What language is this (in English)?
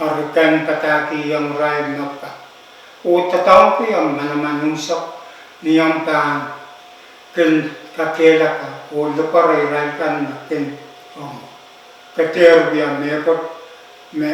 Pohnpeian